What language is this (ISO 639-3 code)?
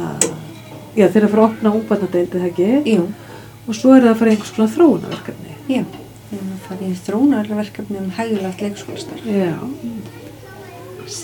isl